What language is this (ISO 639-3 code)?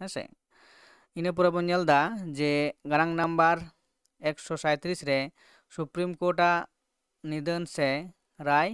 sat